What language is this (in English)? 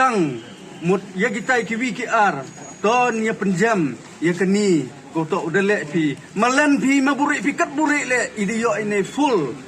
Pnar